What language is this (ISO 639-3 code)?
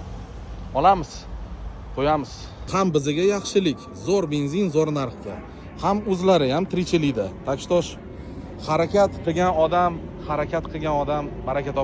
uzb